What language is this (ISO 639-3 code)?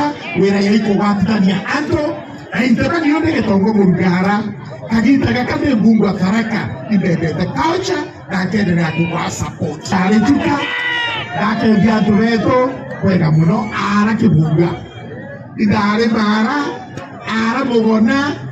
mer